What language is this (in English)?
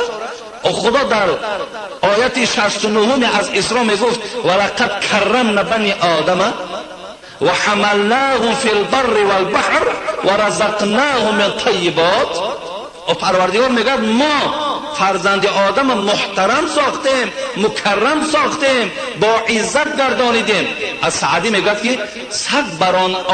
Tajik